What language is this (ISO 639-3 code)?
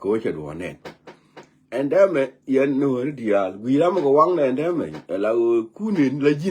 nus